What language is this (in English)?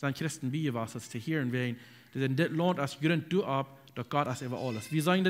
Plautdietsch